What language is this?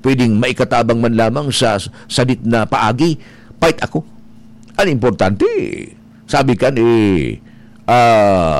Bikol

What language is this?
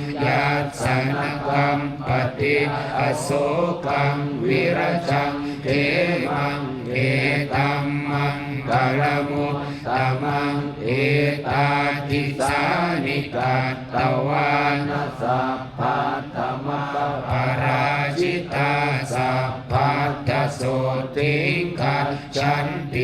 Pali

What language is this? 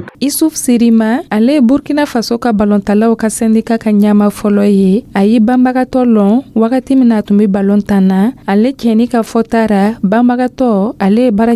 Dyula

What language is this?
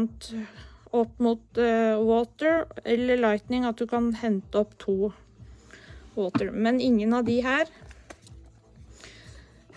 Norwegian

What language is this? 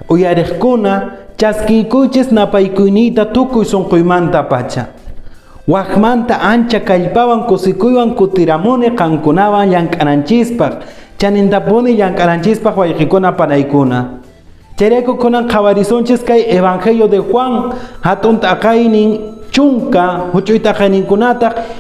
Quechua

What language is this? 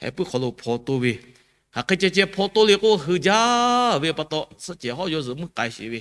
Lahu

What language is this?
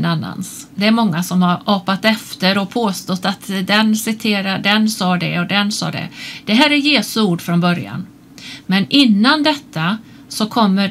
Swedish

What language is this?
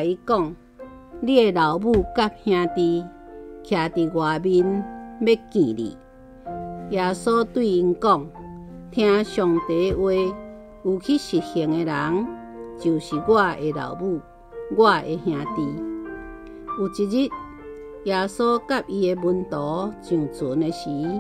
Min Nan Chinese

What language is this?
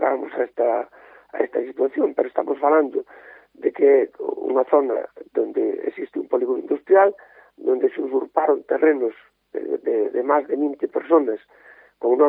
Galician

